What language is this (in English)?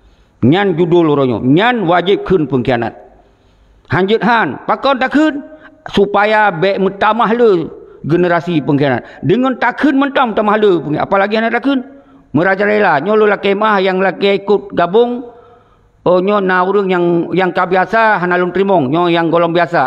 Achinese